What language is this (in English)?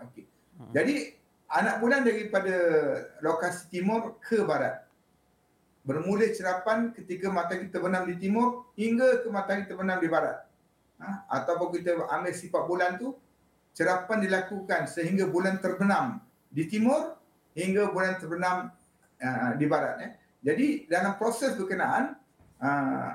Malay